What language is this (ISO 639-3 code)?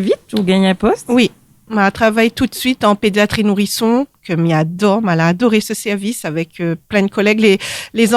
rcf